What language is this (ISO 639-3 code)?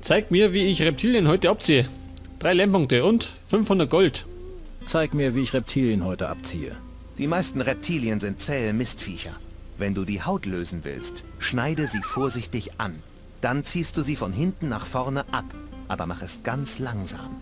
bar